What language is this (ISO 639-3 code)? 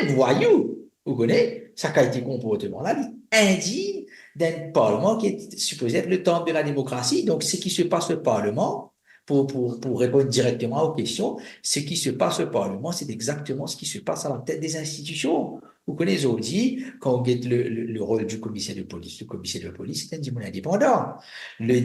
mfe